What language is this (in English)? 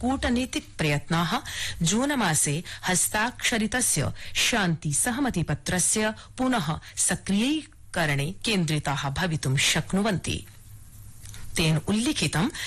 Sanskrit